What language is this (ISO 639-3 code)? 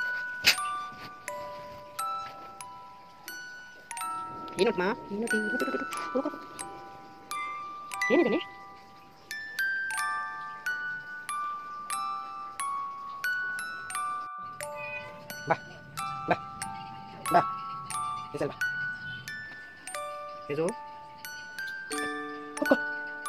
kan